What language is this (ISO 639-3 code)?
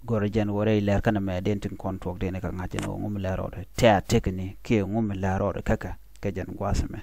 nus